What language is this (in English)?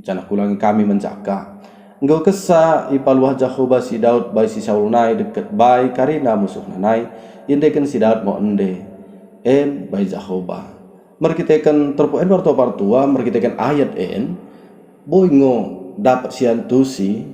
Batak Dairi